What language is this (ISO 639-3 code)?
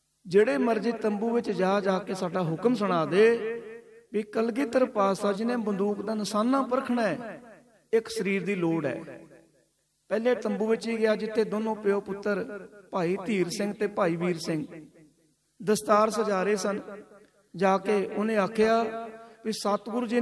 pan